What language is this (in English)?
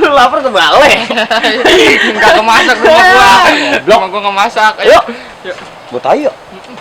Betawi